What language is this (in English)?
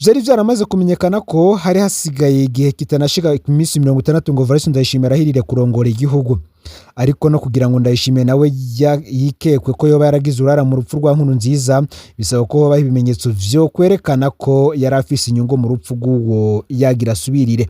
Rundi